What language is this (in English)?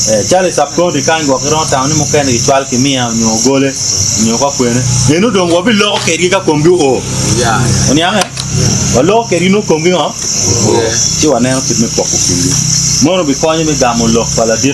Acoli